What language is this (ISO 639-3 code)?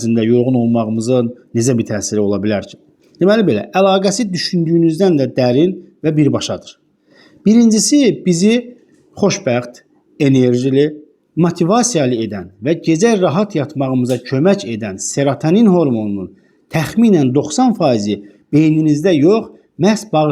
aze